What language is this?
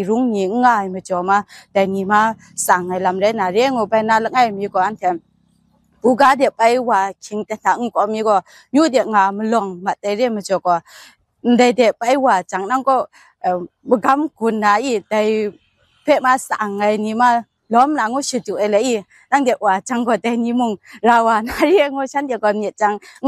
Kachin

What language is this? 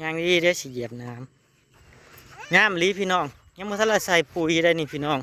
Northeastern Thai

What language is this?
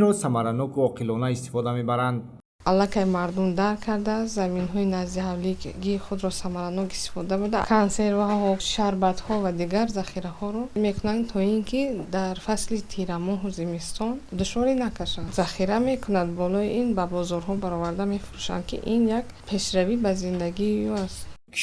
Tajik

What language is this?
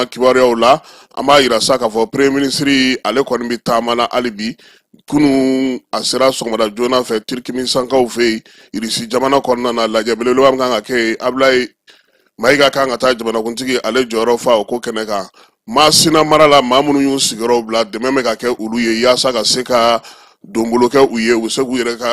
Bambara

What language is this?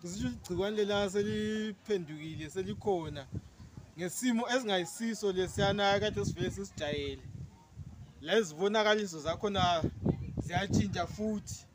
North Ndebele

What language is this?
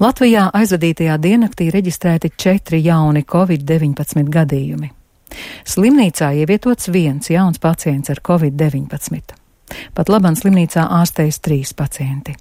Latvian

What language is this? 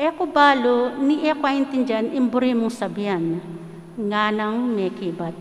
Pampanga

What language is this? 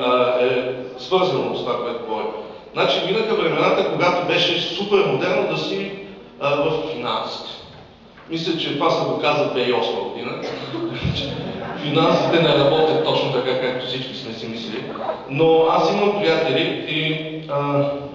Bulgarian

